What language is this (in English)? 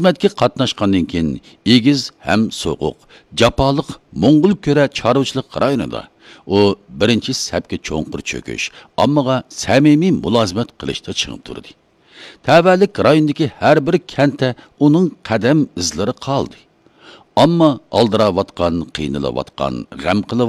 Uyghur